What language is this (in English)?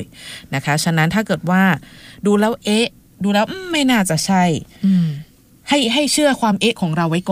Thai